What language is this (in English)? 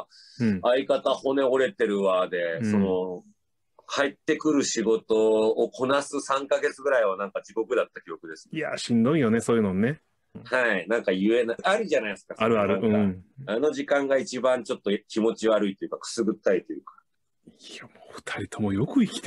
Japanese